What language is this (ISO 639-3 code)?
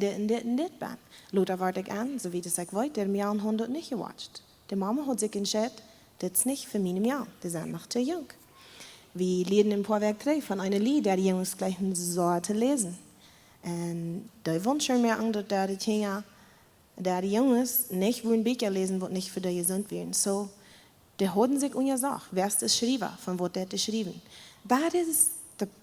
pdt